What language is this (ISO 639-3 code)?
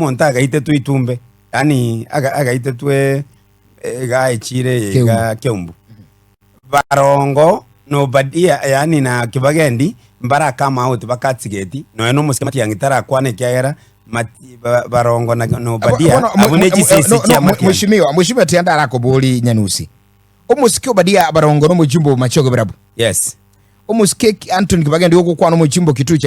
guz